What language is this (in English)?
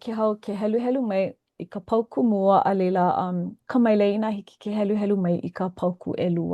Hawaiian